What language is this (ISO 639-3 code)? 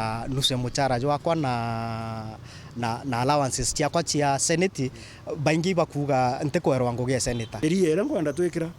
mer